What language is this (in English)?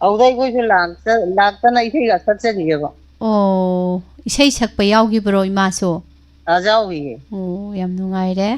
Manipuri